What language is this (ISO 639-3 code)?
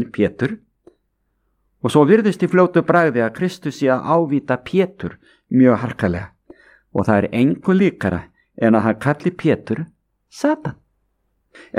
isl